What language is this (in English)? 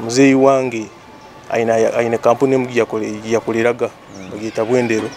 Nyoro